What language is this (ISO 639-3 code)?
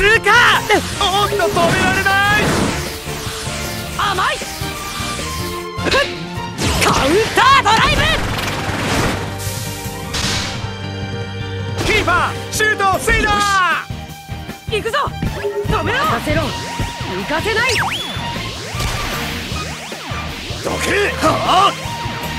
jpn